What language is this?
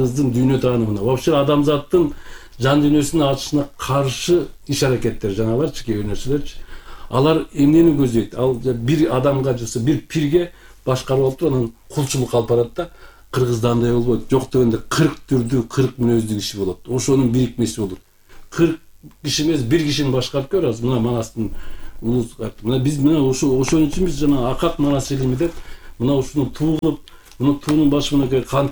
Kyrgyz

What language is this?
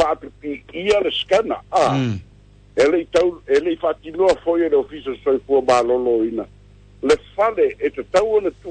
Samoan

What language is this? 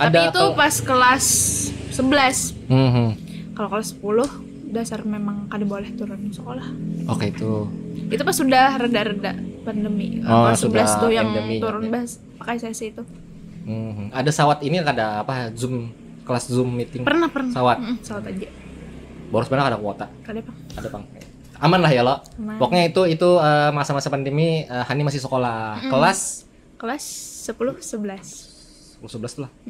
Banjar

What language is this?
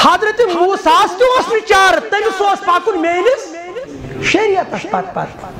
Kashmiri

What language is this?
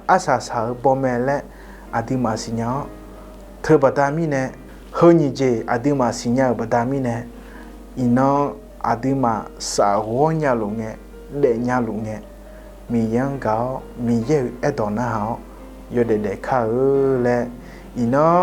Akha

